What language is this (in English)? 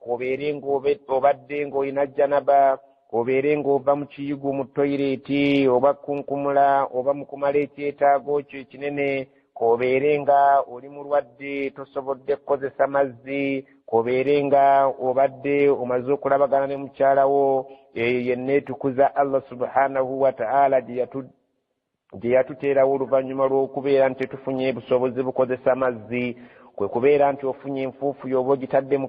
Ganda